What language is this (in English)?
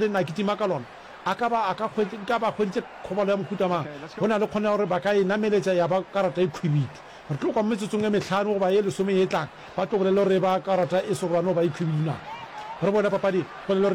Northern Sotho